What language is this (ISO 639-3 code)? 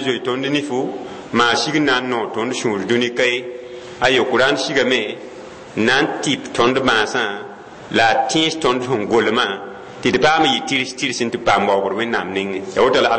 mos